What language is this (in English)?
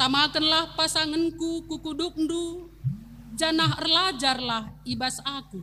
Batak Karo